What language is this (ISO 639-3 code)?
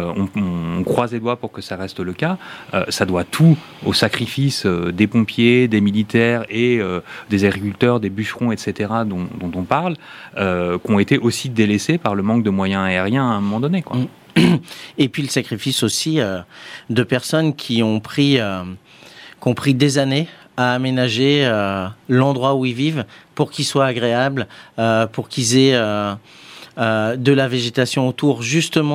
fra